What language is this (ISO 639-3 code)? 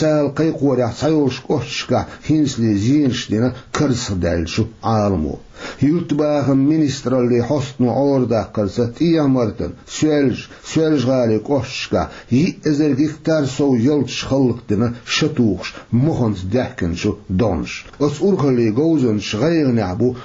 che